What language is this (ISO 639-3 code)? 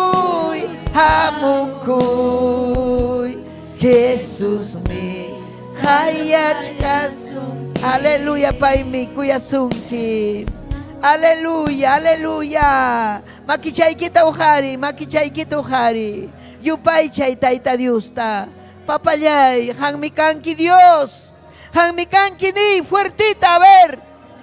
quy